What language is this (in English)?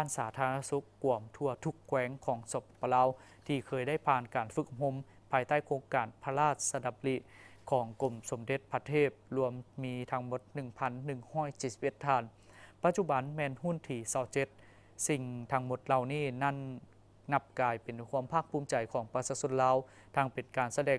Lao